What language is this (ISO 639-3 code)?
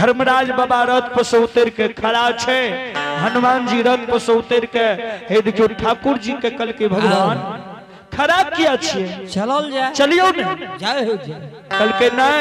mai